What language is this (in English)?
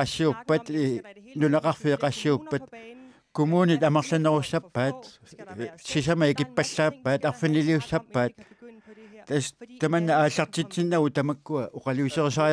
Kalaallisut